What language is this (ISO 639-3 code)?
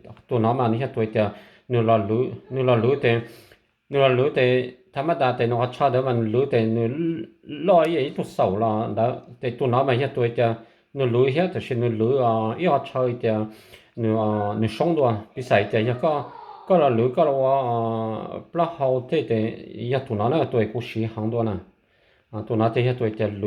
hmn